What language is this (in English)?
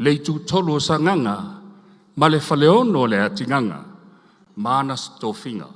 Samoan